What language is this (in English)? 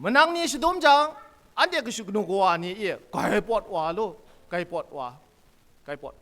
Kachin